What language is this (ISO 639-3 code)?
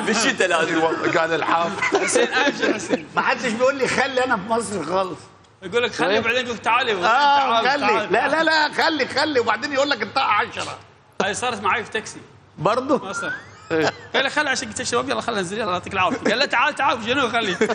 acm